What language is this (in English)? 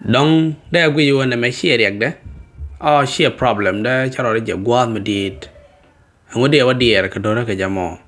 Nuer